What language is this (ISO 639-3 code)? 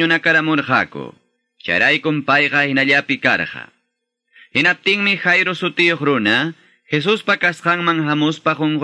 que